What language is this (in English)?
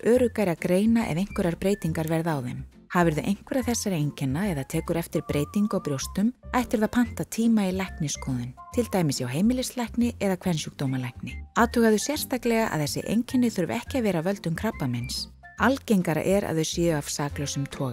Icelandic